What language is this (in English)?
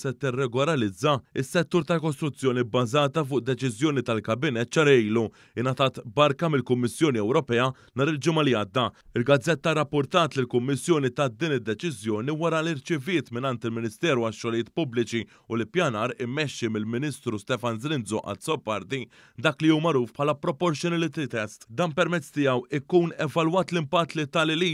Maltese